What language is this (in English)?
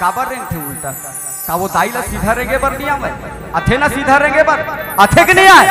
Chhattisgarhi